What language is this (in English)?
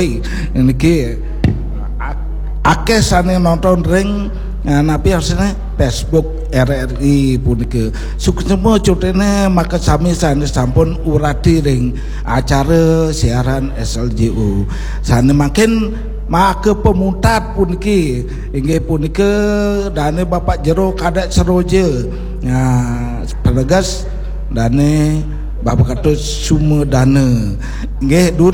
Balinese